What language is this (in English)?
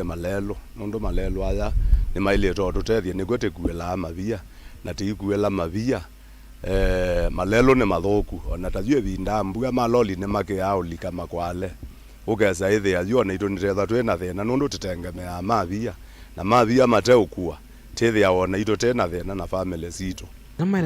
Kamba